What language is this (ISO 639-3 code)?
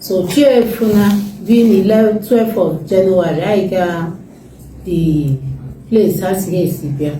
ibo